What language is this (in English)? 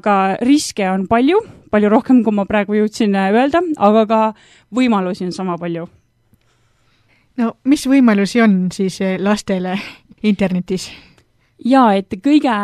Estonian